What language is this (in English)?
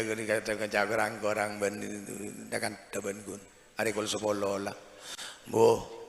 Madurese